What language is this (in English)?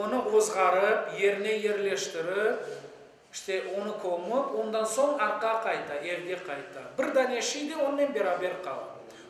Crimean Tatar